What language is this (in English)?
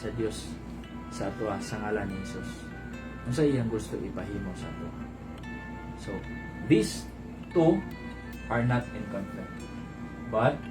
Cebuano